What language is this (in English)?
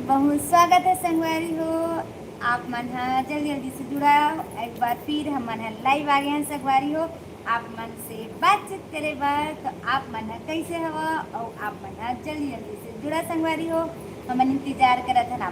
Chhattisgarhi